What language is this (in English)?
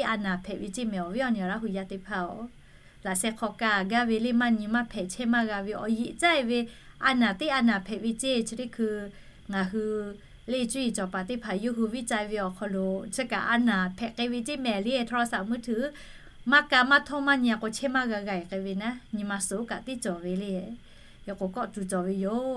Lahu